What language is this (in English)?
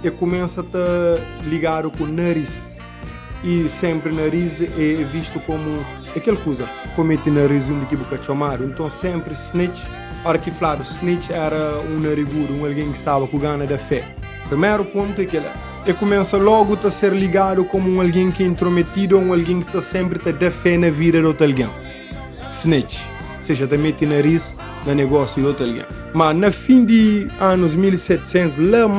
Kabuverdianu